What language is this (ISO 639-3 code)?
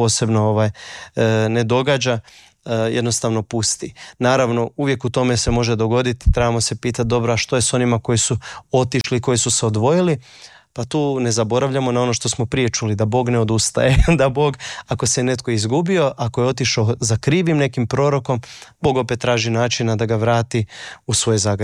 hrv